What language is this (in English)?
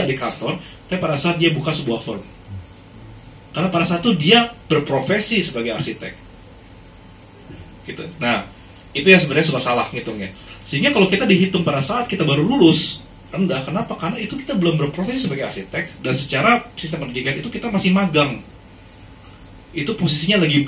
Indonesian